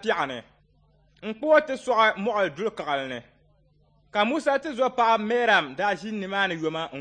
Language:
Dagbani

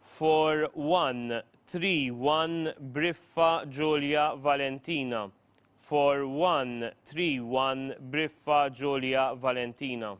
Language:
English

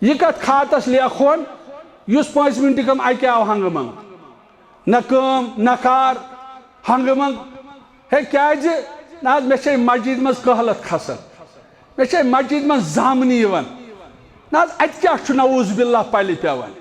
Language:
Kashmiri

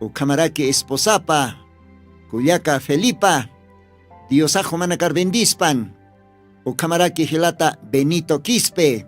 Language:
Aymara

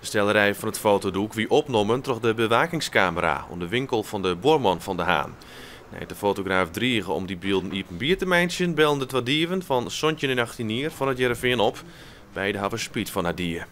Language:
Western Frisian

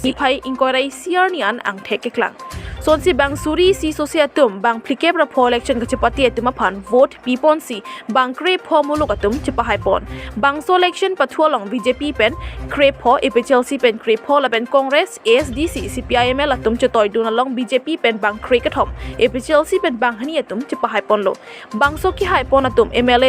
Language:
Karbi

